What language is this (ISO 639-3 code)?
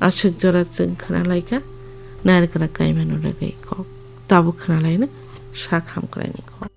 trp